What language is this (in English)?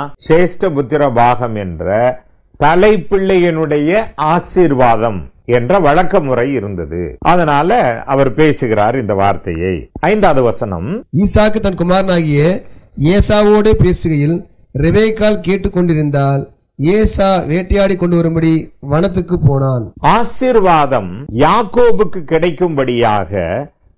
Tamil